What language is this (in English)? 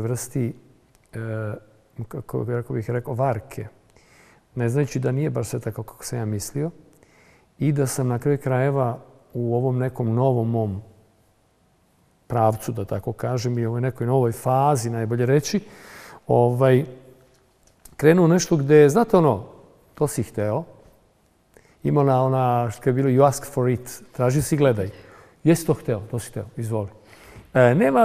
Serbian